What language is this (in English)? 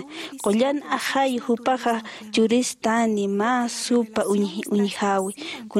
Aymara